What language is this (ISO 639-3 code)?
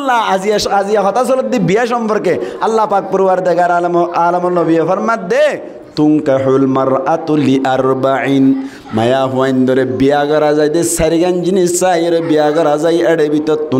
rhg